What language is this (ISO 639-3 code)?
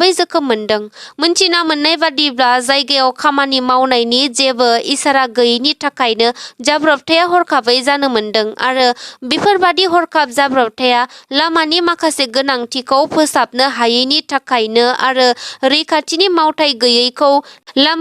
brx